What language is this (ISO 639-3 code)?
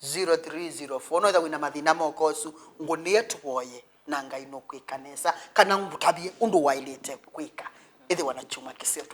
kam